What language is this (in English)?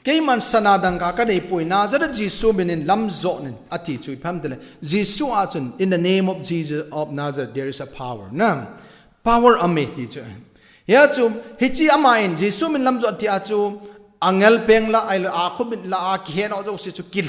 Thado Chin